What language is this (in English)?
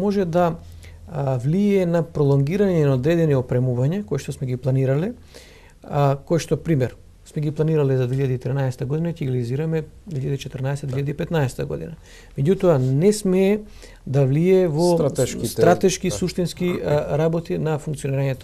Macedonian